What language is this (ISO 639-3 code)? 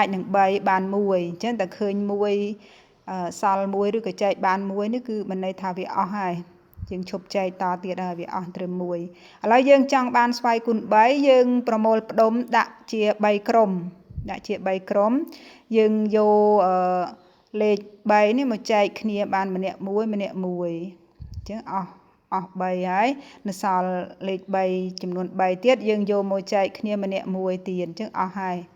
khm